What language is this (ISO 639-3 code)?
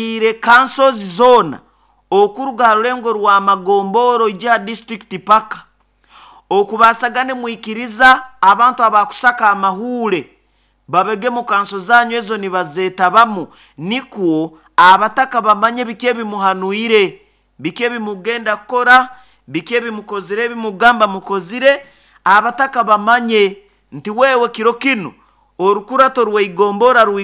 nyo